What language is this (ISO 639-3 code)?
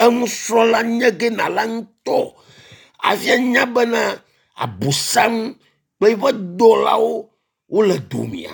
ewe